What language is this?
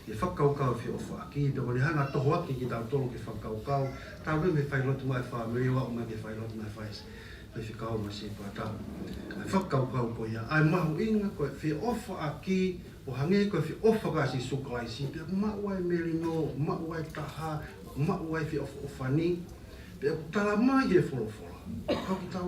Tongan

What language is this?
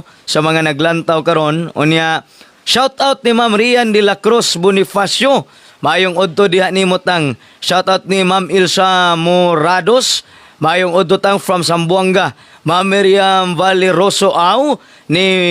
Cebuano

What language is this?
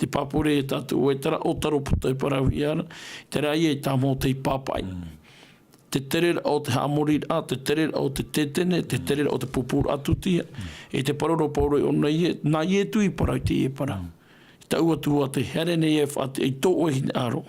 Tahitian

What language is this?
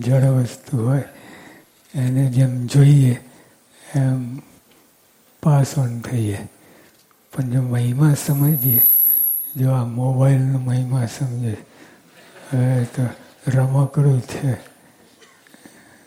Gujarati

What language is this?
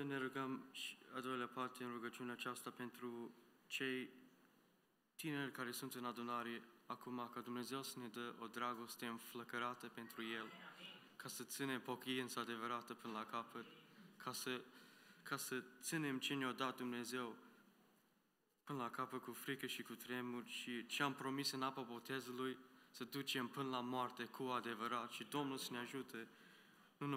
Romanian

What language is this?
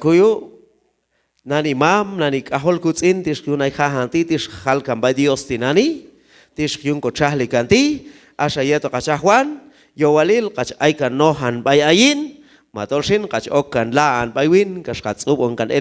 Q'anjob'al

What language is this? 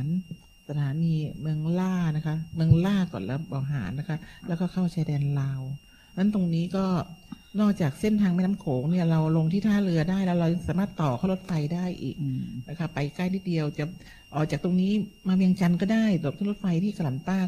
Thai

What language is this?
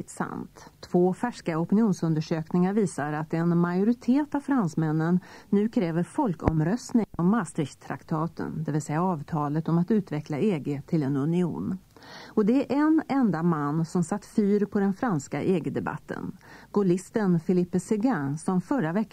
Swedish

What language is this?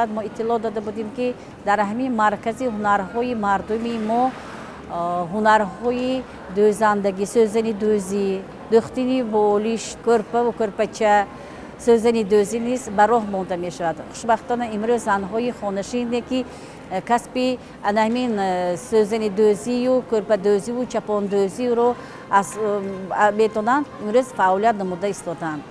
Tajik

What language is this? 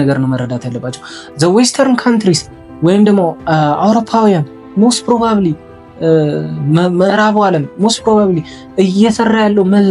Amharic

